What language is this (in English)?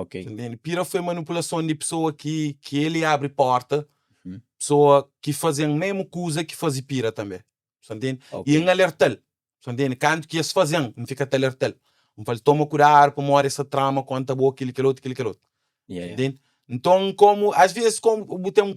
Kabuverdianu